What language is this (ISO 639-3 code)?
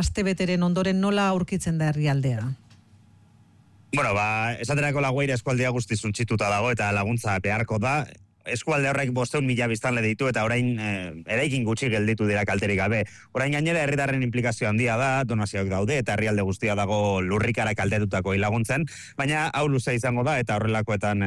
eus